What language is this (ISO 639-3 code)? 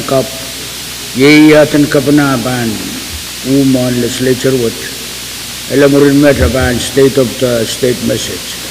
pon